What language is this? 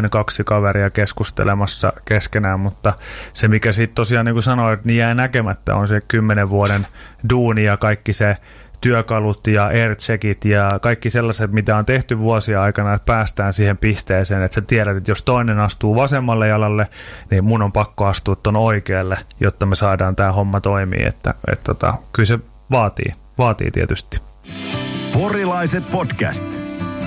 Finnish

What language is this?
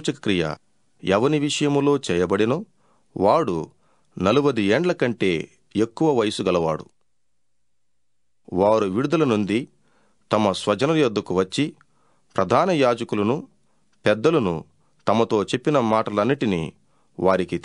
Telugu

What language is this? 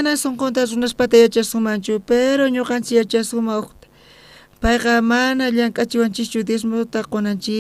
South Bolivian Quechua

